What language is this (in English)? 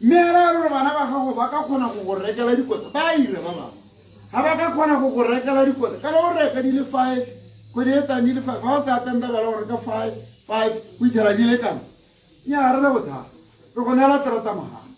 Tswana